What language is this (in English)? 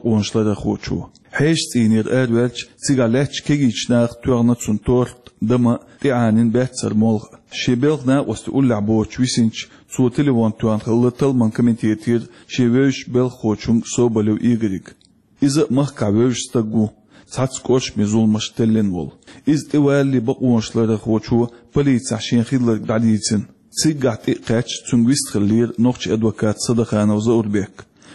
Chechen